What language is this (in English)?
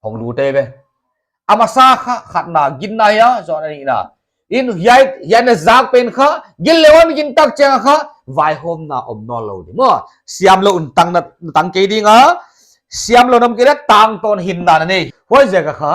Paite Chin